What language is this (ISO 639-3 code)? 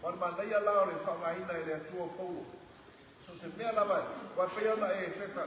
smo